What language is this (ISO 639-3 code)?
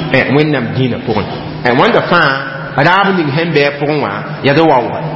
mos